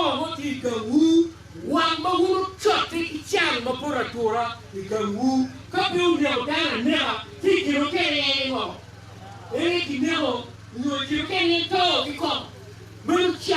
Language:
Acoli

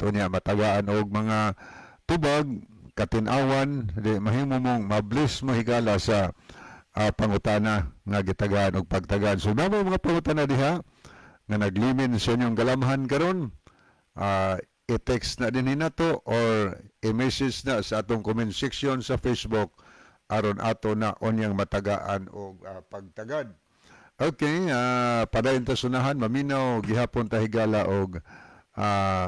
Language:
Cebuano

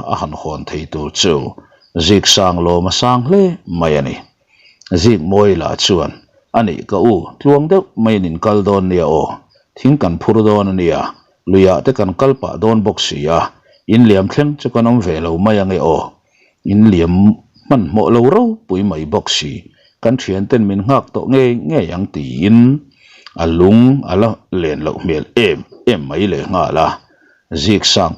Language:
Mizo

